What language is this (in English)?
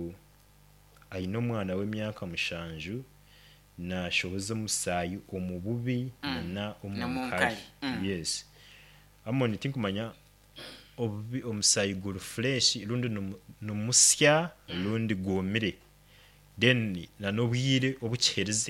Nyankole